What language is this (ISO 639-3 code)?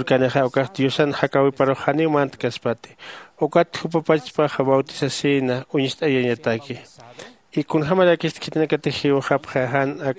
aym